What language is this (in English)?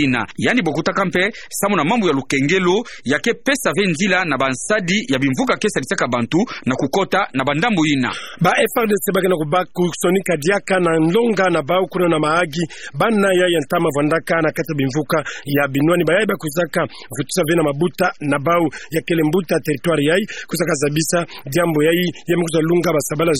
Kituba (Democratic Republic of Congo)